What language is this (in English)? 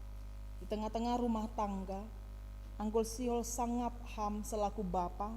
Batak Simalungun